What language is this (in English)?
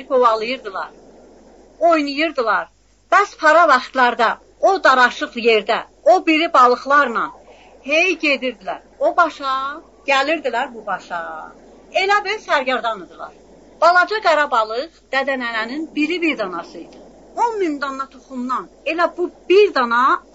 South Azerbaijani